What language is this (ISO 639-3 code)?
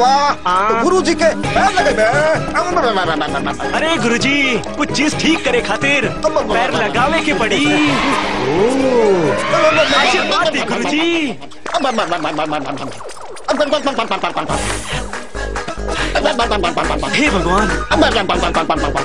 bho